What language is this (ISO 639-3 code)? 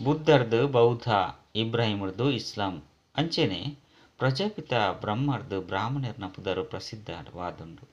tcy